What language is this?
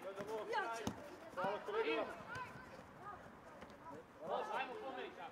Serbian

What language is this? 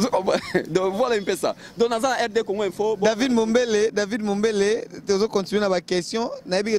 Lingala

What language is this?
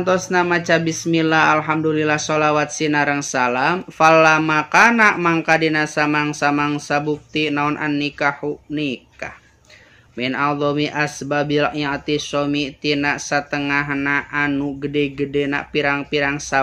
Sundanese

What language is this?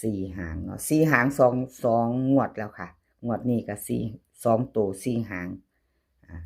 Northeastern Thai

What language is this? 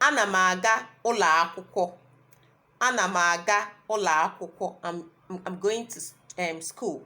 Igbo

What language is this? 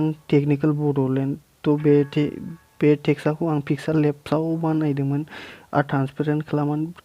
Bodo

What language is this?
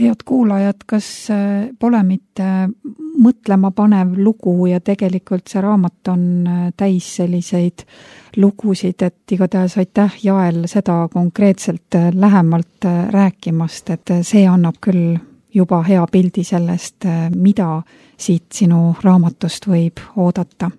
Estonian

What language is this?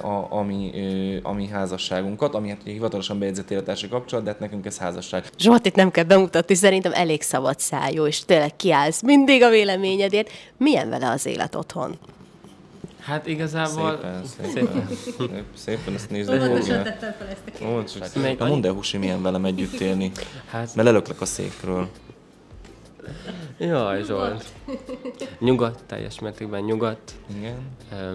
Hungarian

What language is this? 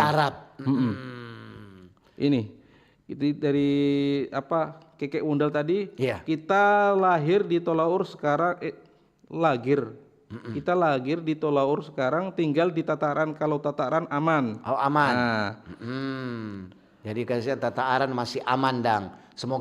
Manado Malay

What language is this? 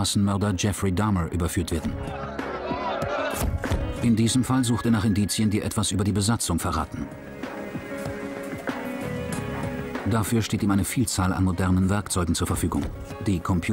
German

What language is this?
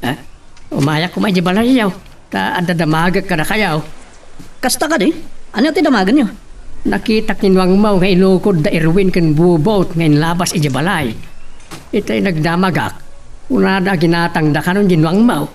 Iloko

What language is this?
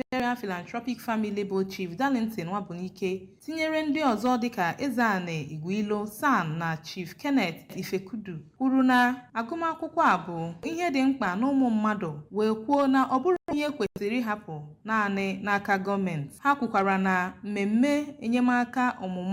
Igbo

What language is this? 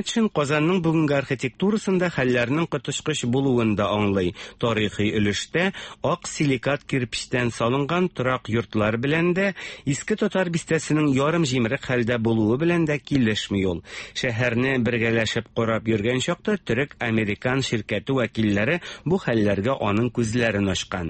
Tatar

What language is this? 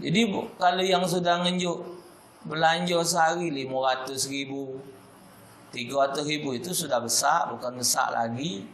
Musi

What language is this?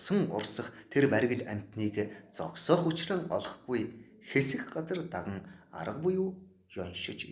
Mongolian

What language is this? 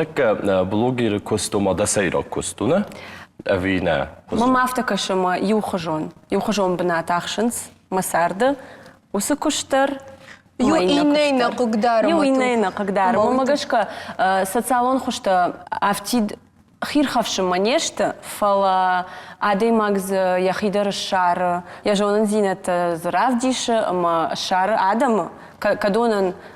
Ossetic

